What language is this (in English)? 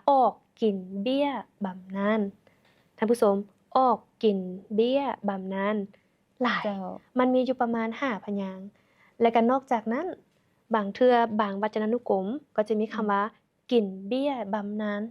Lao